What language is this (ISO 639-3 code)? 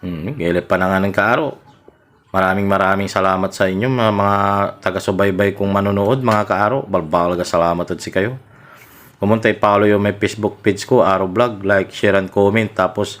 pag